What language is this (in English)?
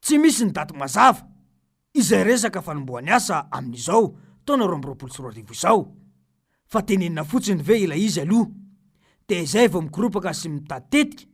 Malagasy